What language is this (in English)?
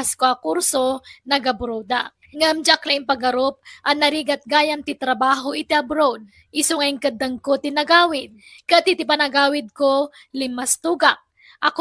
Iloko